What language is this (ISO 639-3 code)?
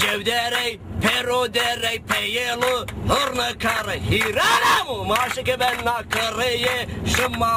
zza